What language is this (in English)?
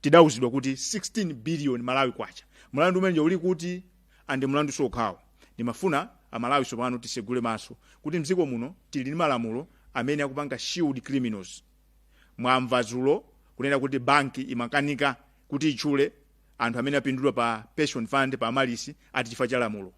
Nyanja